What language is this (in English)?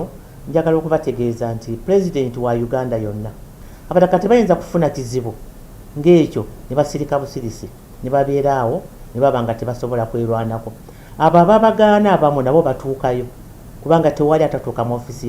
Ganda